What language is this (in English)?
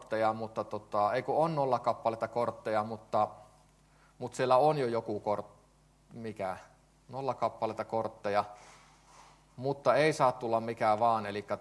Finnish